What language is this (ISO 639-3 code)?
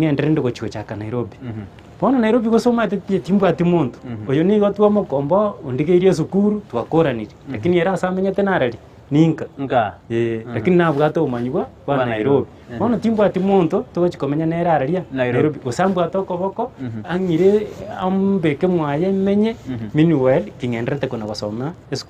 guz